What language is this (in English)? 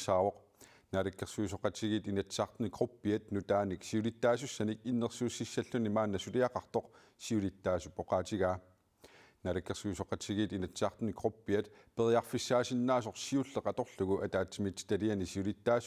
Kalaallisut